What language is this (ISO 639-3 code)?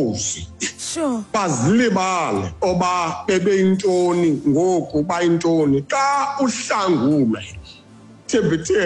xho